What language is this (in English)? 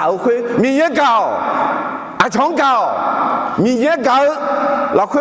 Akha